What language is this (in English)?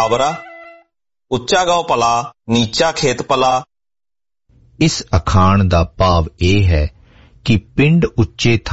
Punjabi